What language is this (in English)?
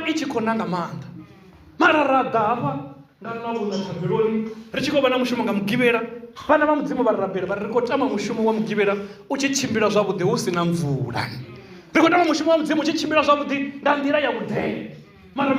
Venda